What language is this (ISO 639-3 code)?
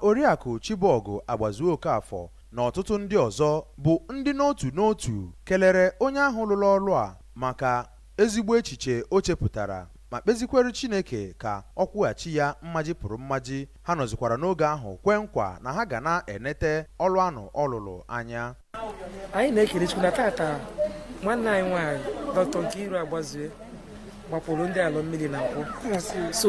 ibo